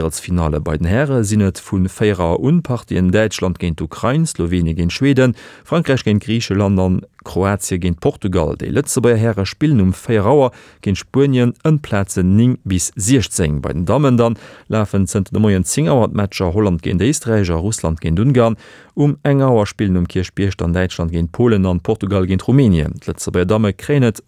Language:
Luxembourgish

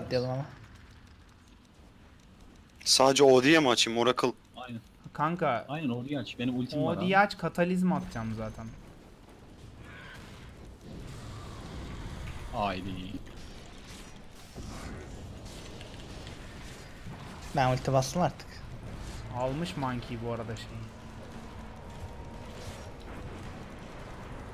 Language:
Turkish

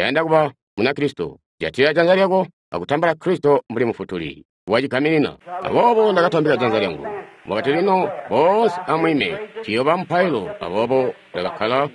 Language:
Tonga (Zambia)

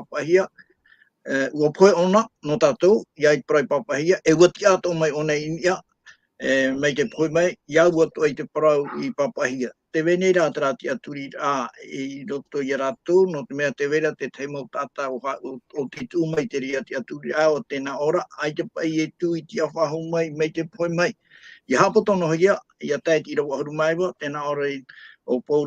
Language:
Tahitian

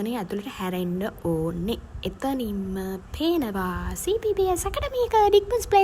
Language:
Sinhala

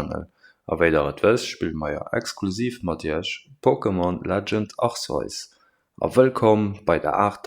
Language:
Luxembourgish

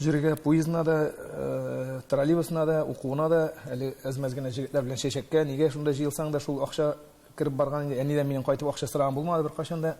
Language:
Tatar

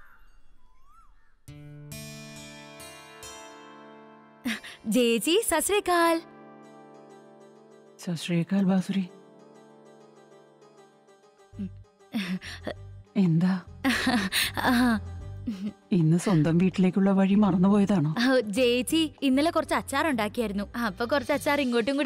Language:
Malayalam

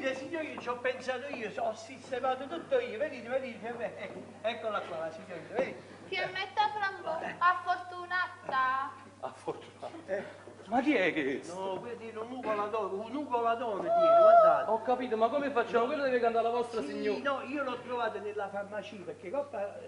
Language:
Neapolitan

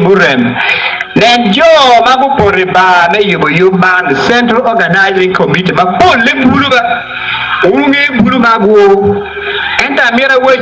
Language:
Acoli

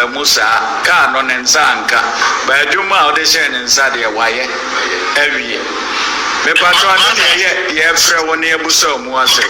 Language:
Akan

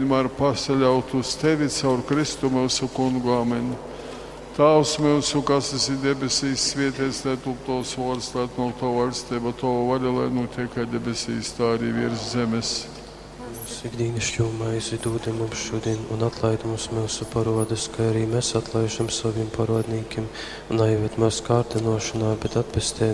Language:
Latgalian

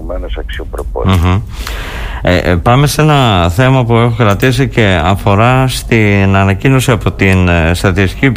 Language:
Greek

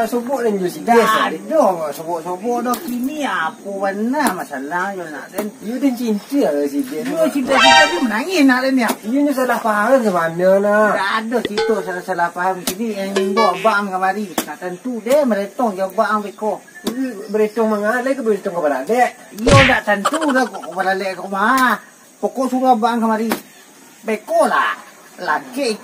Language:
Minangkabau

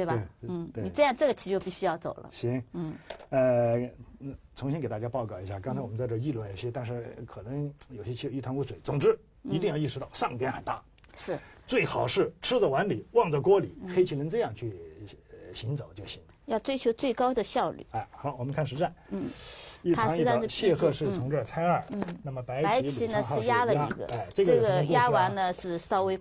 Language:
Chinese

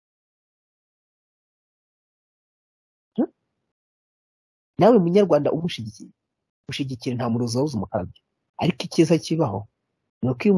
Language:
Kinyarwanda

